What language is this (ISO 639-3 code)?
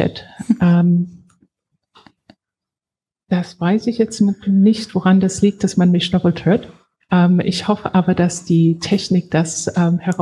deu